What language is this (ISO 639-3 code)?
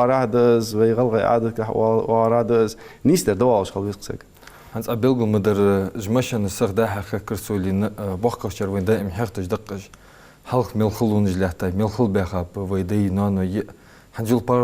inh